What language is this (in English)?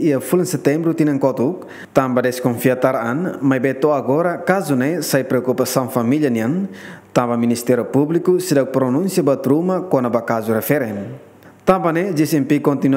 Tetum